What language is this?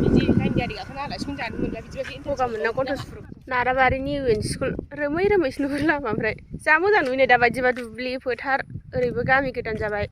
Bodo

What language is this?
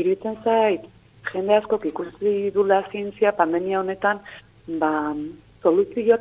Basque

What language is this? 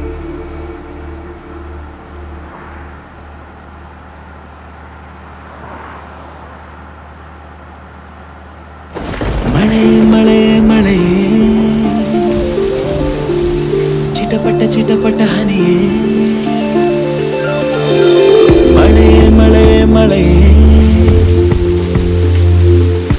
Kannada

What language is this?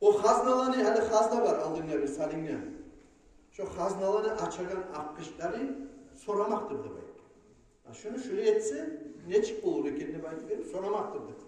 Kumyk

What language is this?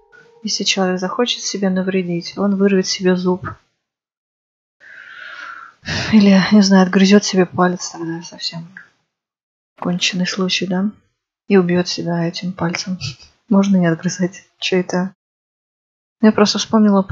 Russian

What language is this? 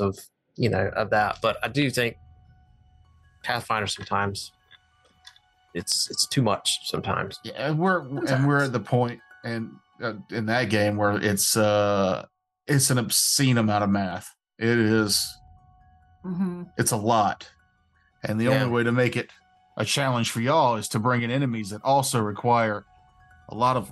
English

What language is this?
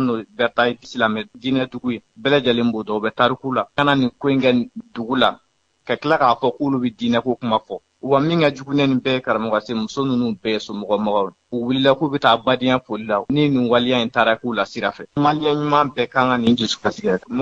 Bambara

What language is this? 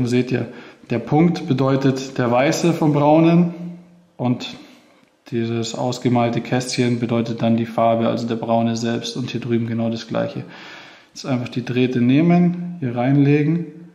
German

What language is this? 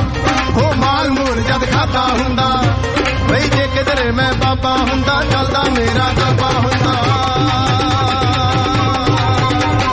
Punjabi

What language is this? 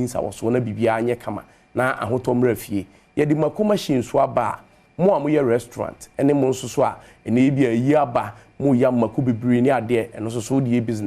Akan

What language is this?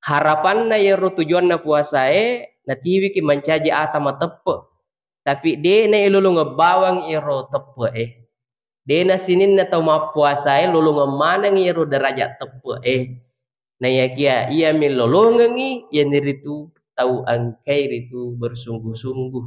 Buginese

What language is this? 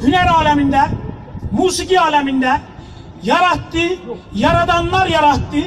South Azerbaijani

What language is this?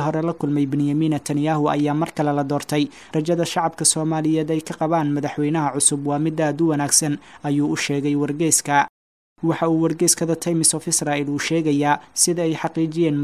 Somali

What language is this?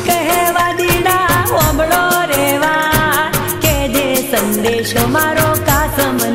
Gujarati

